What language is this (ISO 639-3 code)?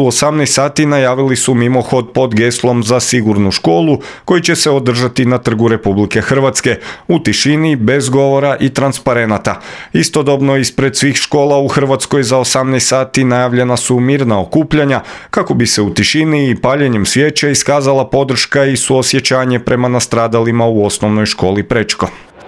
hrv